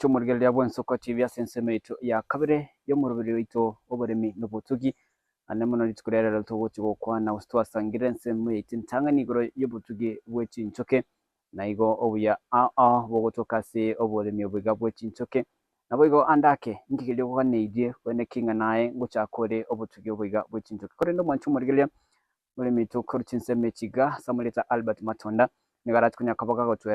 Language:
Gusii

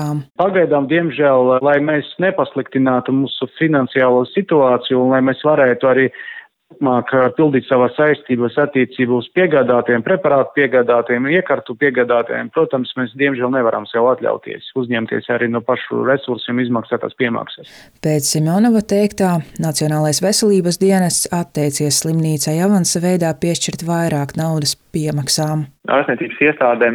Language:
Latvian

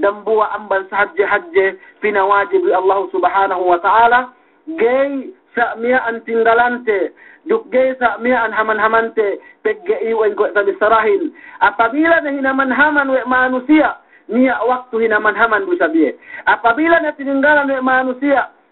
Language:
Yakan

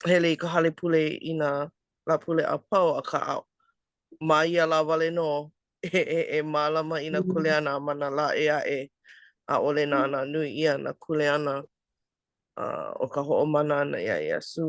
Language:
Hawaiian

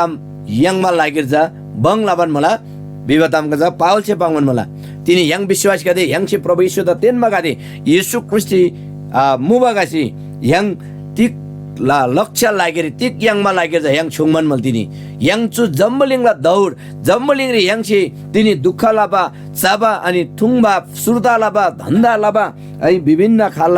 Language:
Eastern Tamang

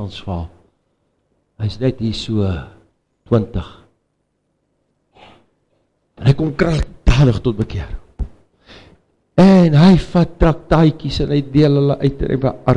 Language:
Afrikaans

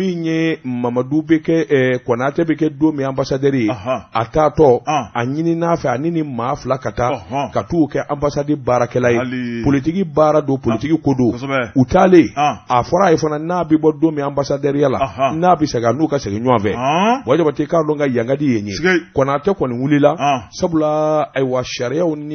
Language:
Bambara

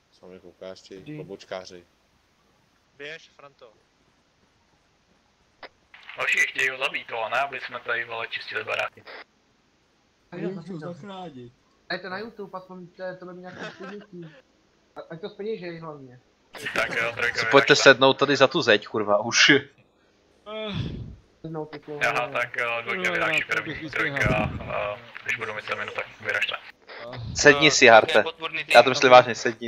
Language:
Czech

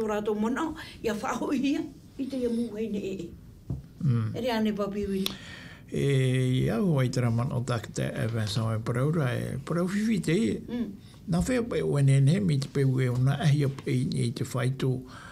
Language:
Tahitian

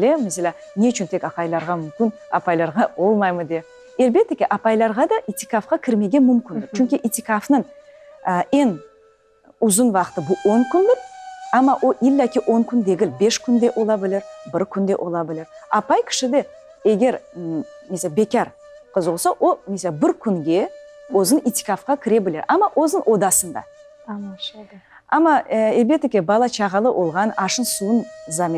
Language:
Crimean Tatar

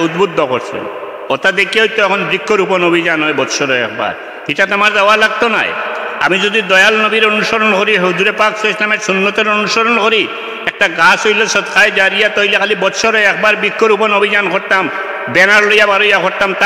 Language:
Sylheti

